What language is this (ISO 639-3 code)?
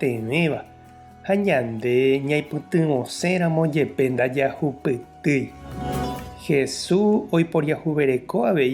grn